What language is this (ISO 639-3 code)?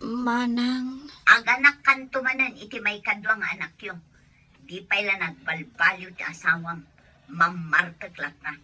ilo